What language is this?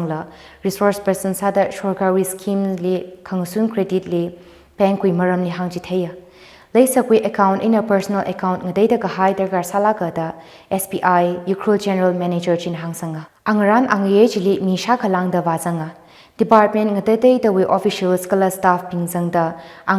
Tangkhul Naga (India)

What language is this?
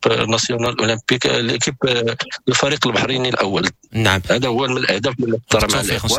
Moroccan Arabic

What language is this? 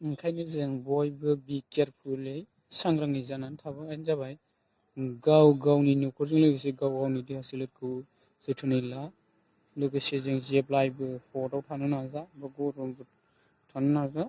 Bodo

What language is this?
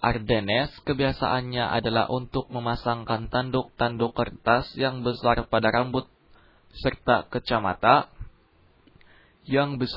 Indonesian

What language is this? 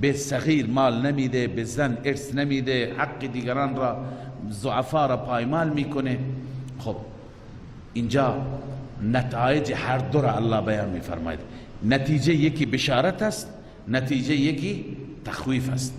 Persian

